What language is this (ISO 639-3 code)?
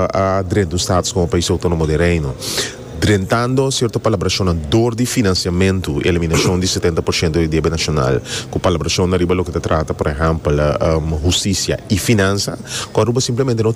pap